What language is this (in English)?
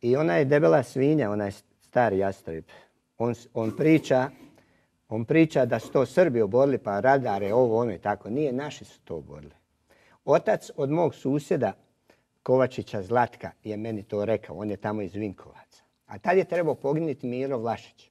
Croatian